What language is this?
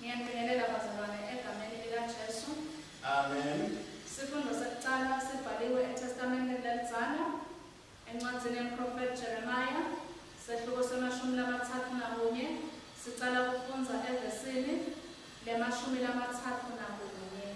Swati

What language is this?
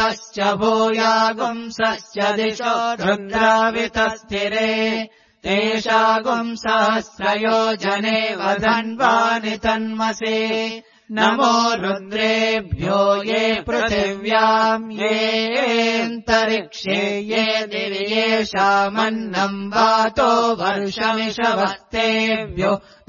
Sanskrit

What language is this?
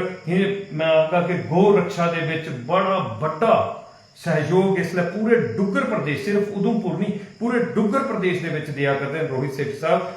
Dogri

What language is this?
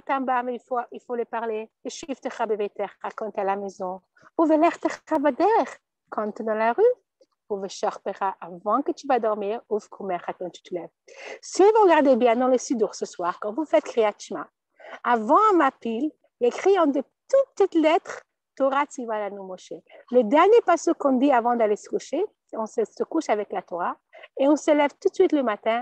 French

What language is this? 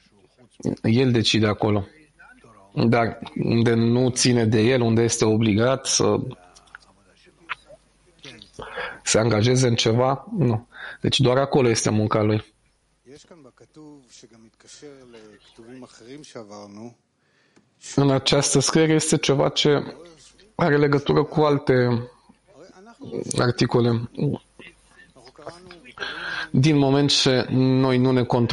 Romanian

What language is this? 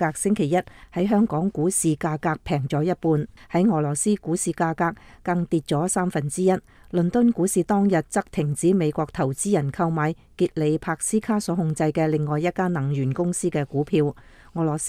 Cantonese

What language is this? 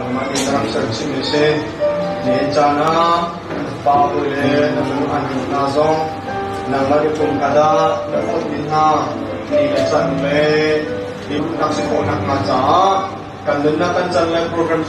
Hakha Chin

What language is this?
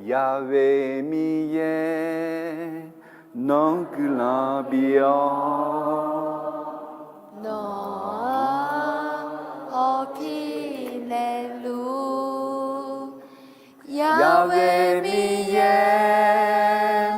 Akha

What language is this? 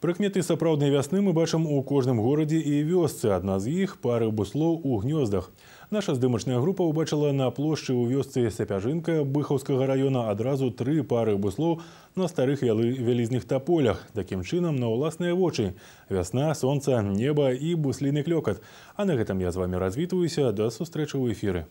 Belarusian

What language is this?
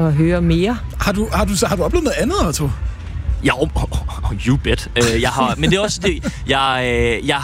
Danish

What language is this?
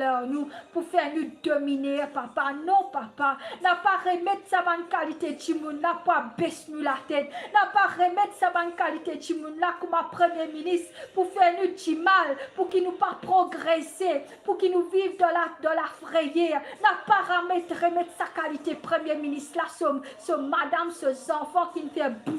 Morisyen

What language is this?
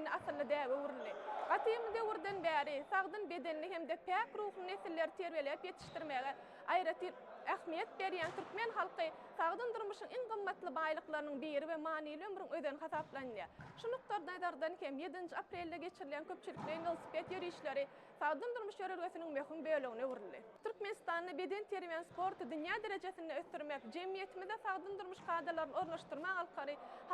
Turkmen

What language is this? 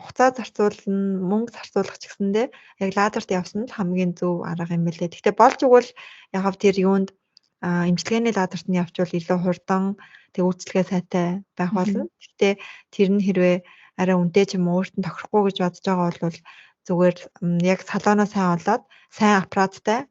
Mongolian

